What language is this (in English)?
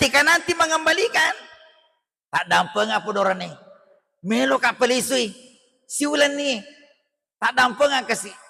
Buginese